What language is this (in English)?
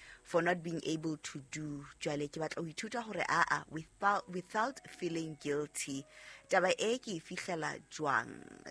Southern Sotho